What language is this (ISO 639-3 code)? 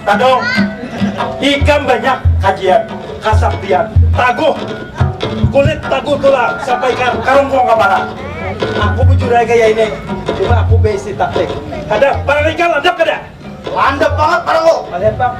bjn